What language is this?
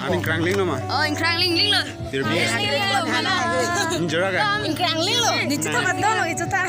Karbi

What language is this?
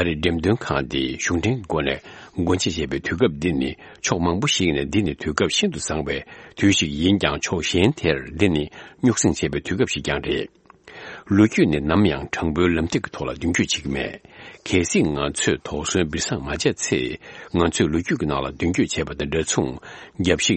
Tibetan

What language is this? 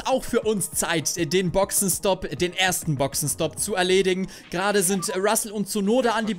German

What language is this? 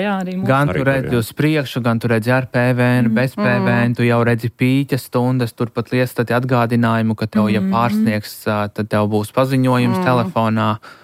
Latvian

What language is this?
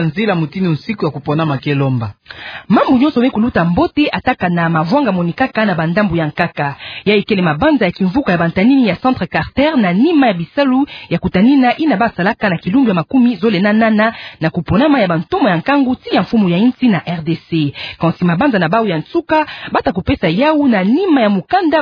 Kituba (Democratic Republic of Congo)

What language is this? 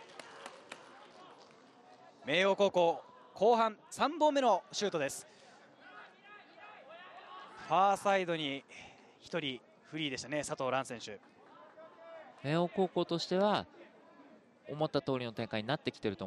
Japanese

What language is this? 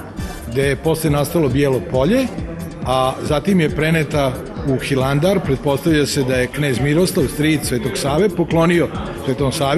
Serbian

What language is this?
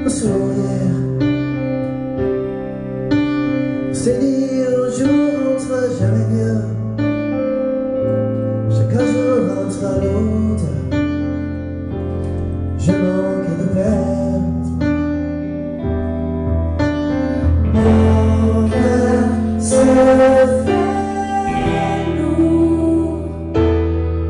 French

